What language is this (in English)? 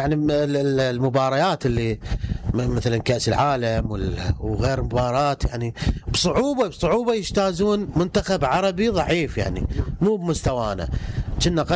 Mesopotamian Arabic